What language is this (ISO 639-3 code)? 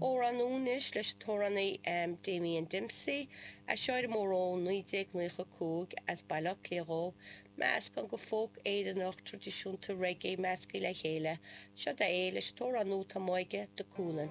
gle